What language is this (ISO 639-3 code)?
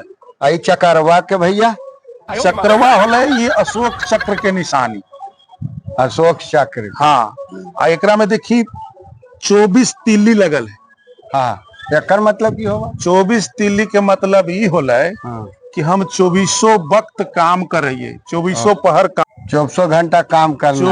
mag